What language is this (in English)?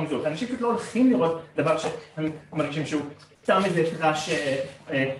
Hebrew